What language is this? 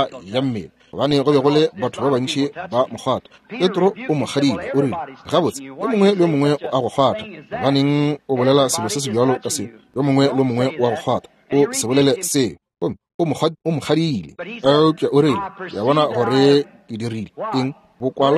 Northern Sotho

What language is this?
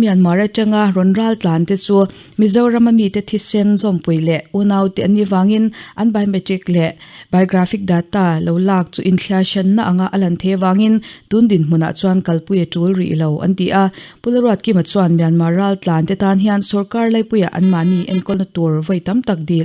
Mizo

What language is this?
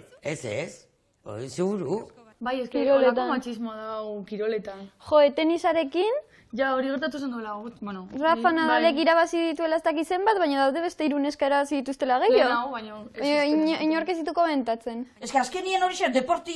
Basque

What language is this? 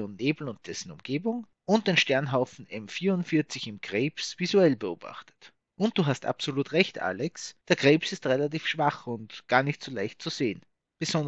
German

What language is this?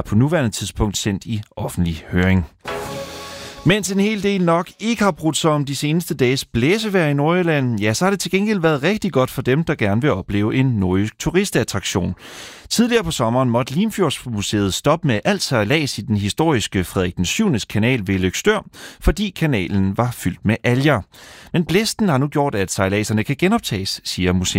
Danish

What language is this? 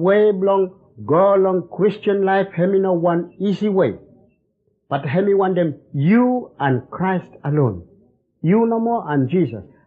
Bislama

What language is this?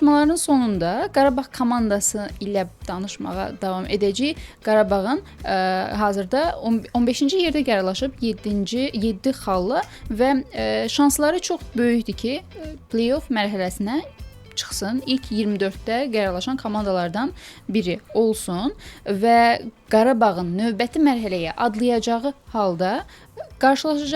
Azerbaijani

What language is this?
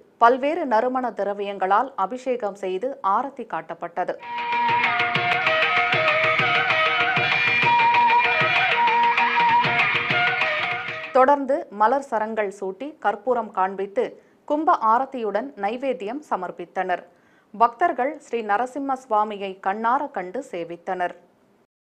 Tamil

